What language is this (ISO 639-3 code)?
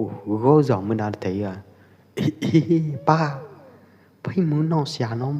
kjp